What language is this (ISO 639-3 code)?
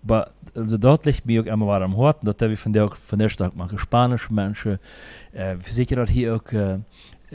pdt